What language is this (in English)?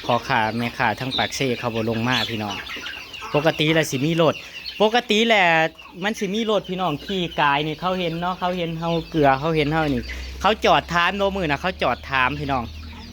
Northeastern Thai